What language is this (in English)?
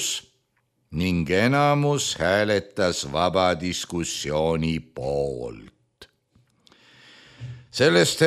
Estonian